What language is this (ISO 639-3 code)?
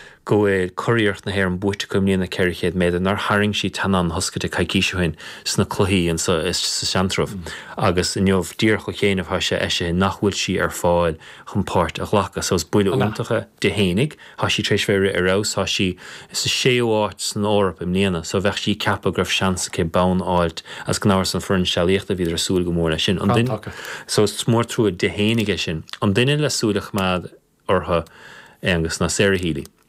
gle